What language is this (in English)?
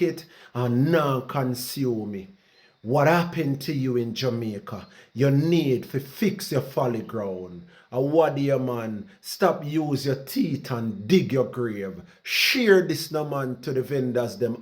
Jamaican Creole English